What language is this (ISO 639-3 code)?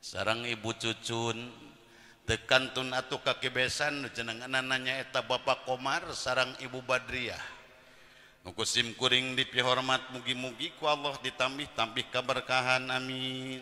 sun